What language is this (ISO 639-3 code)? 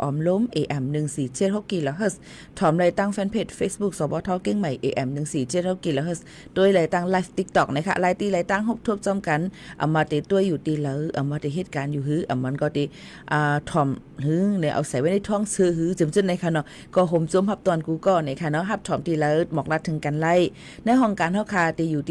shn